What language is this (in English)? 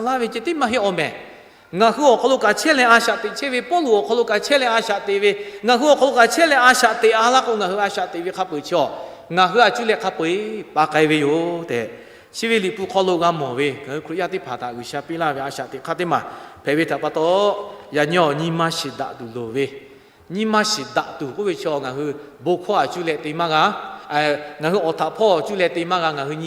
Lahu